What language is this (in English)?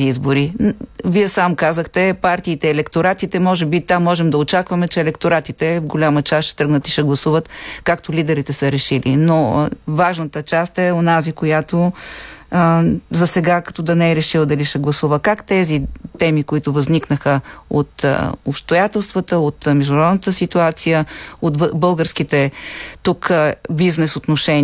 Bulgarian